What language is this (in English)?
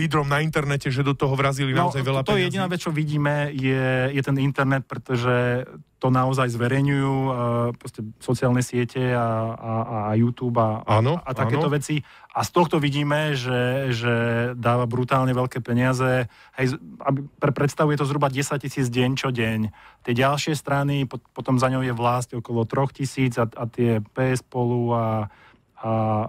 Slovak